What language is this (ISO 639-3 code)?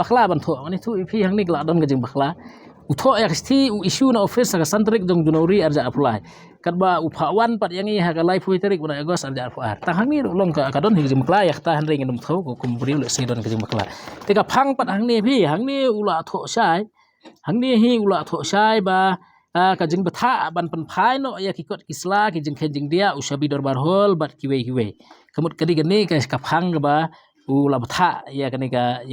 kha